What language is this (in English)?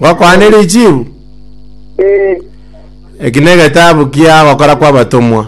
Gusii